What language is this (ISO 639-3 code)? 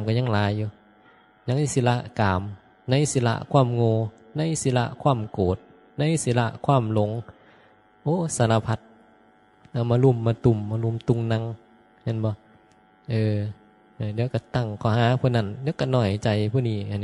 tts